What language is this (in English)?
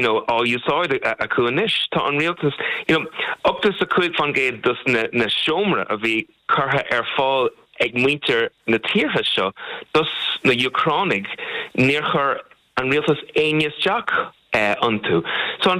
Irish